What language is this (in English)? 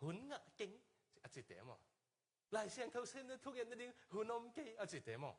Tedim Chin